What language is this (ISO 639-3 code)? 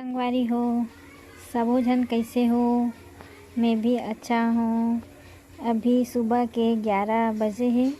hne